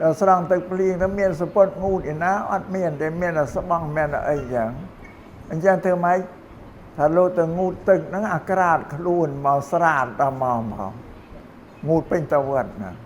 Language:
Khmer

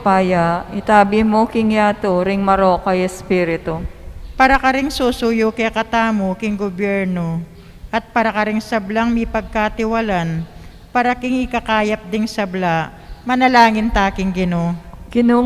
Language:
Pampanga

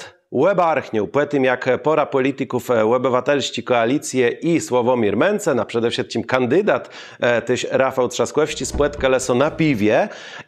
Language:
Kashubian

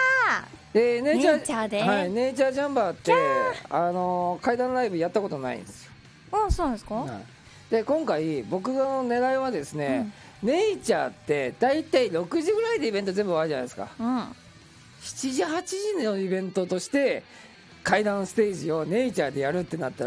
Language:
Japanese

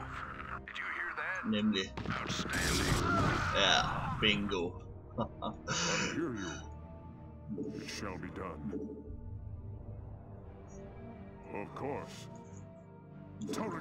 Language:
Danish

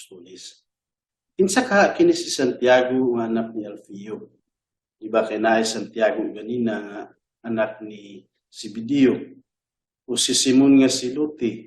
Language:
Cebuano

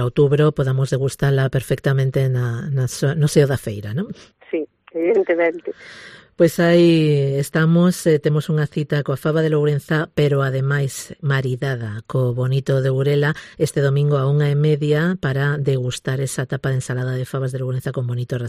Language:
Galician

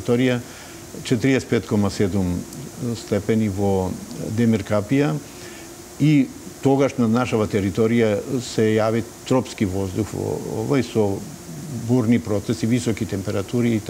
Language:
Macedonian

